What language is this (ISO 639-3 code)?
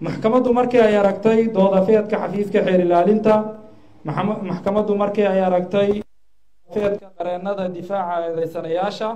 som